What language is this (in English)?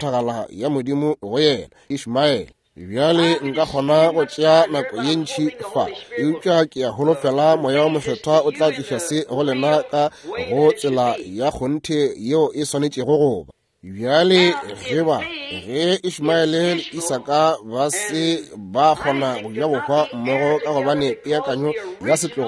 Northern Sotho